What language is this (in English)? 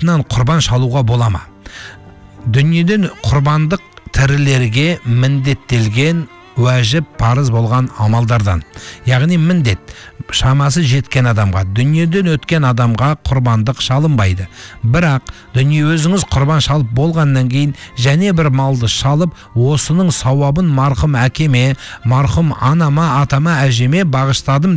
Kazakh